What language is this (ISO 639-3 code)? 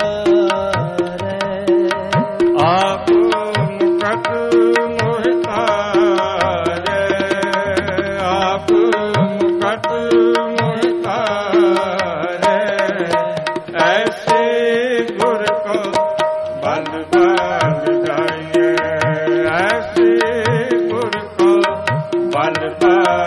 pan